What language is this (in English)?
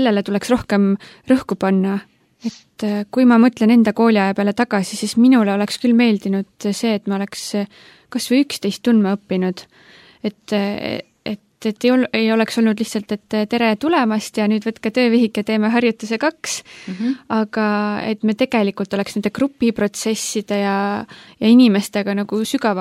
Estonian